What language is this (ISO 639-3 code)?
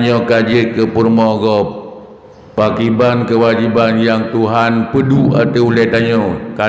ace